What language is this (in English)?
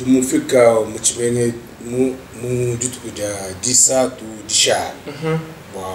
Luba-Lulua